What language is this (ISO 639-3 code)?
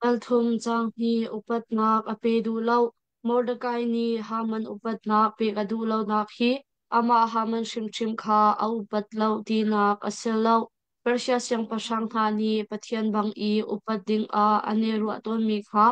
cnh